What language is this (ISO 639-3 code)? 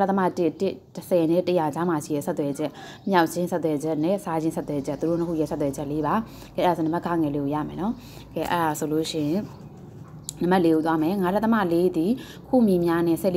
mya